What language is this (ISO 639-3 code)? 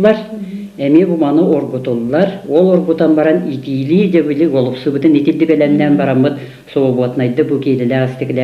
sah